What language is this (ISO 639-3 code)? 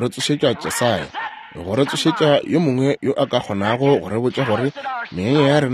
nso